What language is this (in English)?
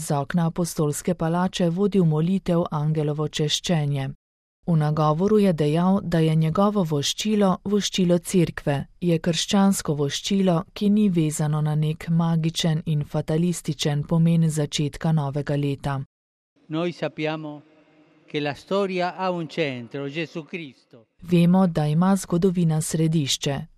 Slovenian